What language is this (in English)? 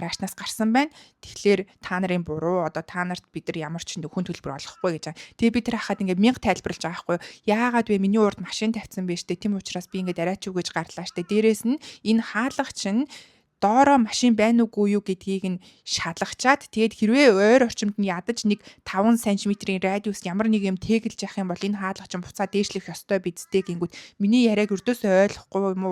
Mongolian